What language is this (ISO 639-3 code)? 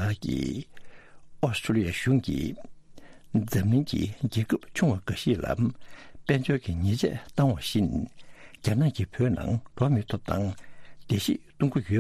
bod